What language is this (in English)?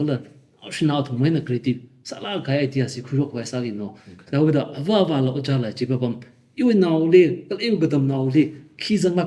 Tangkhul Naga (India)